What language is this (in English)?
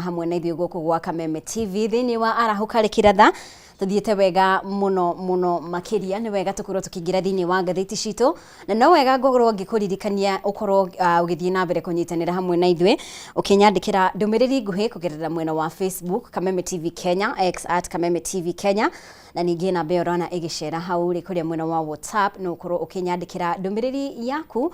Kikuyu